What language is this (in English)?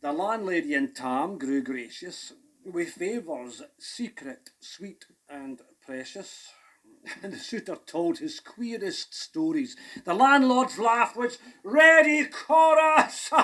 Scots